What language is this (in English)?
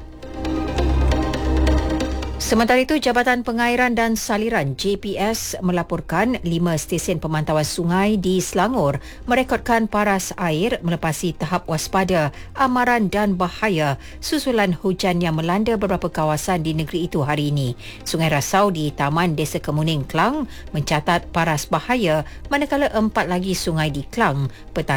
Malay